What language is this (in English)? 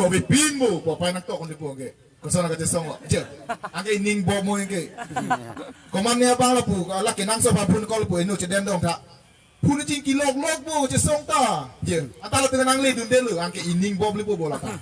Karbi